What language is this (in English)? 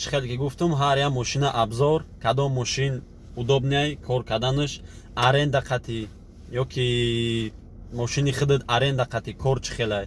Tajik